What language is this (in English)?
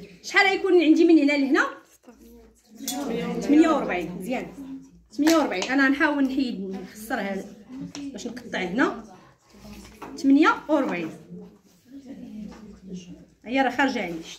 Moroccan Arabic